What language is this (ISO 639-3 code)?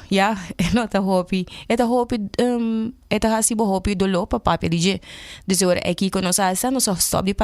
pap